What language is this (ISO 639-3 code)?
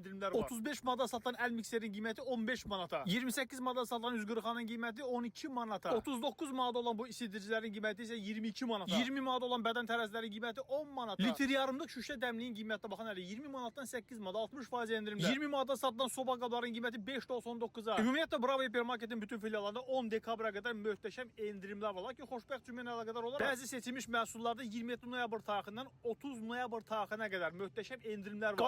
aze